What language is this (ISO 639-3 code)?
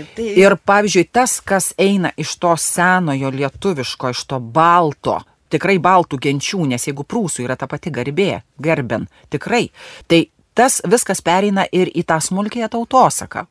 lit